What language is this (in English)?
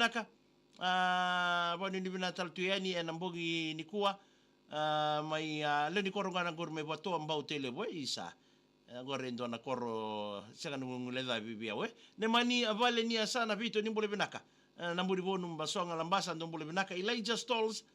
Fijian